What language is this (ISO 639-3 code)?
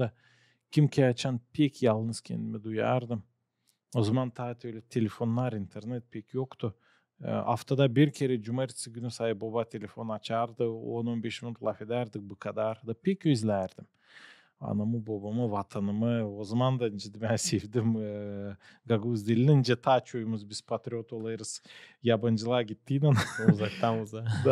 gag